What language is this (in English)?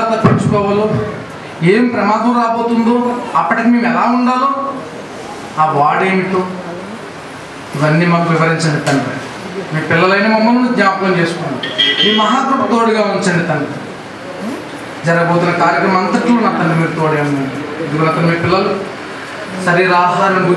Telugu